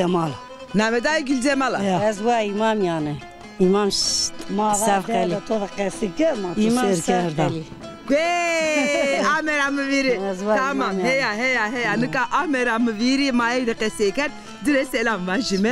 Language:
Zaza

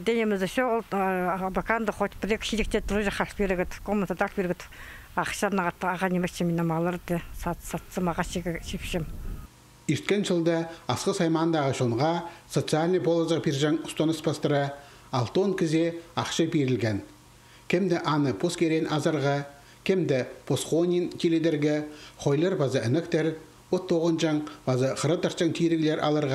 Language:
Khakas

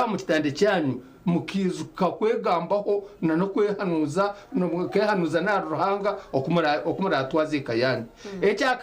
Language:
Nyankole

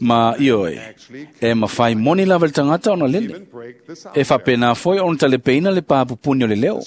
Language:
Samoan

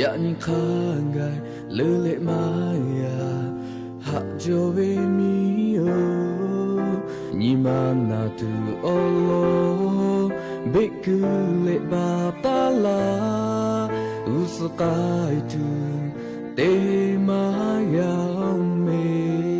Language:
Lahu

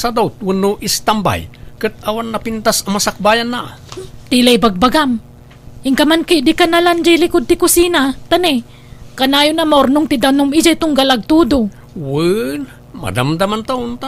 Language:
Iloko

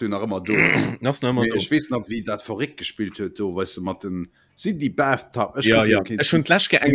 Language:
Luxembourgish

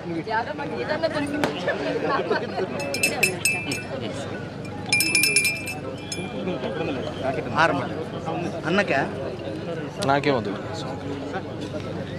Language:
Telugu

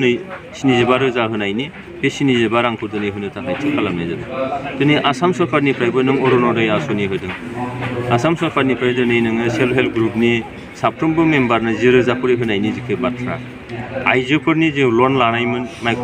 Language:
Bodo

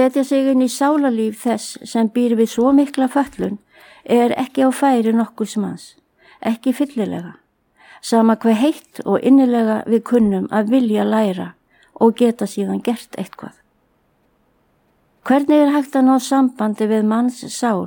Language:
Icelandic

